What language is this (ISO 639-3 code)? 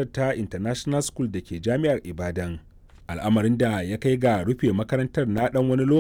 hau